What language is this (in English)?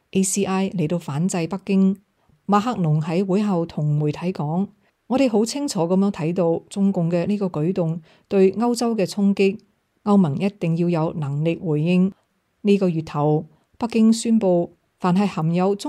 Cantonese